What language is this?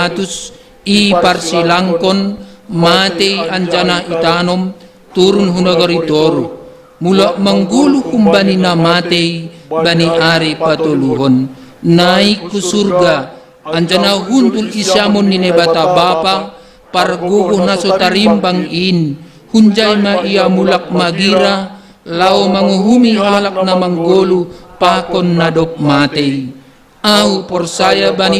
Batak Simalungun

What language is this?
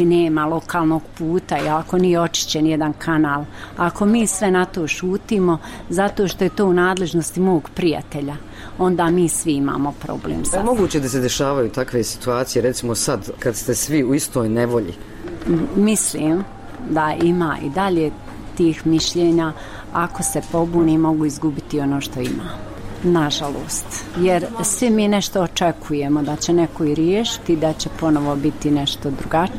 Bosnian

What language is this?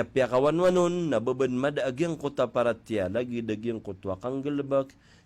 Maranao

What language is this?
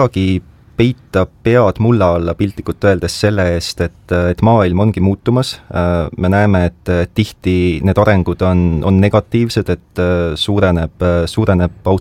Estonian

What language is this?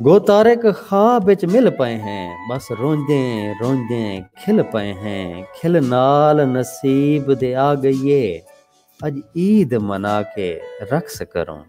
Saraiki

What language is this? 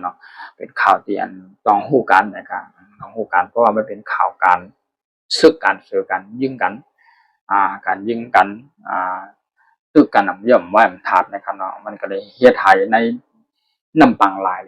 Shan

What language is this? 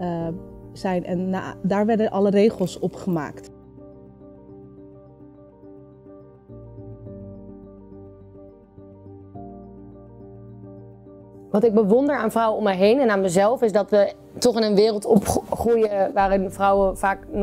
Dutch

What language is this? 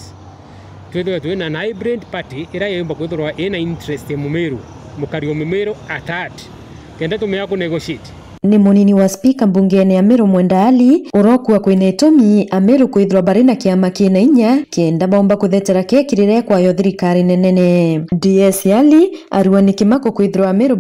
Meru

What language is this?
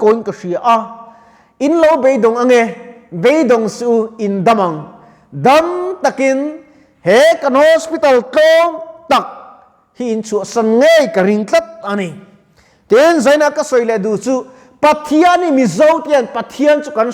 Mizo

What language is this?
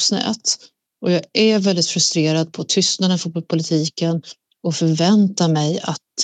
Swedish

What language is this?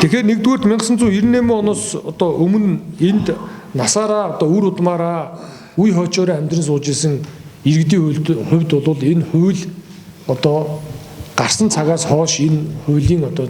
Mongolian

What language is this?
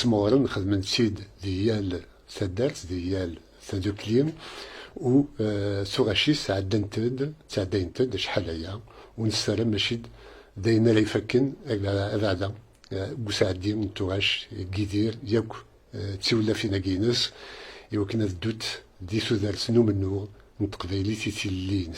Kabyle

